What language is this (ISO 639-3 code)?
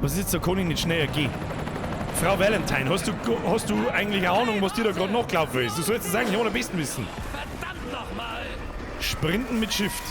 bar